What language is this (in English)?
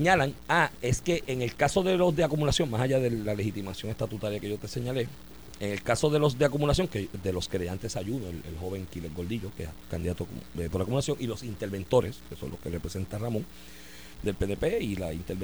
Spanish